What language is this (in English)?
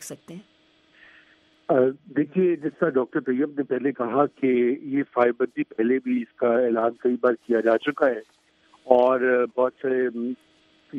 Urdu